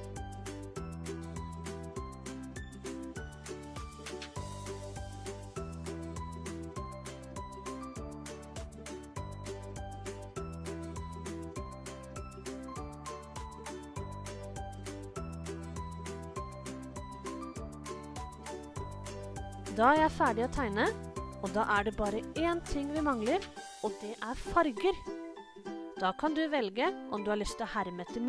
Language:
Norwegian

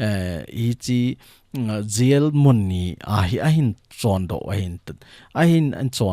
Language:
Thado Chin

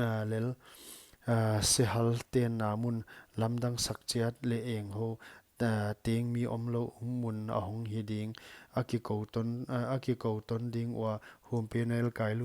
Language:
Paite Chin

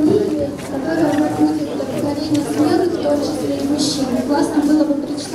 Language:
Russian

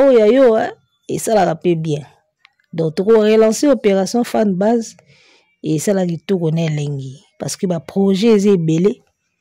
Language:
Lingala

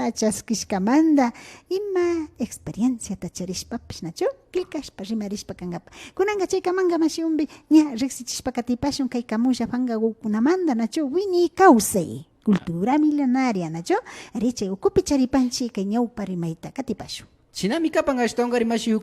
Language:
Imbabura Highland Quichua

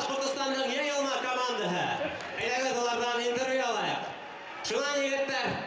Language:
Bashkir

